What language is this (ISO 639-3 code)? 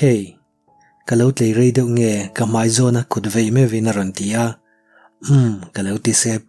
lus